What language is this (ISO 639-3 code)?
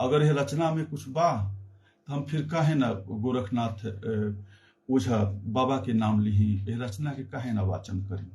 bho